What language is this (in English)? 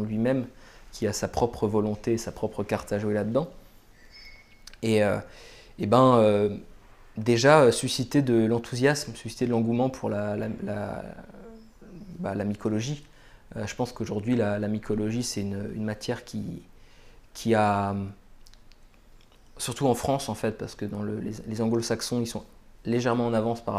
French